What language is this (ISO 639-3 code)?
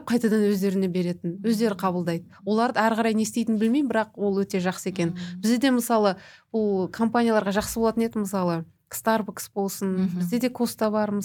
kaz